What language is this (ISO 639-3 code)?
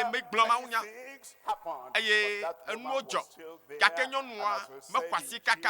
ewe